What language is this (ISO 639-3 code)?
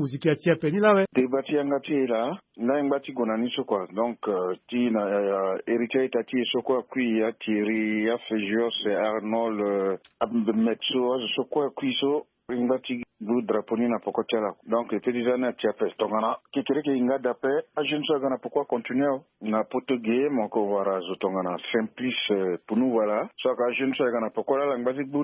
sag